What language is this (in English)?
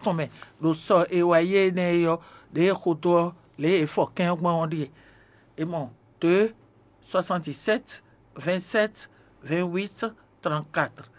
Fon